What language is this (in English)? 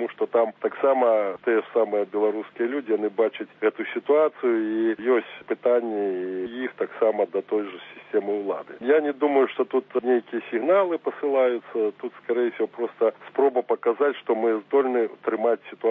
Belarusian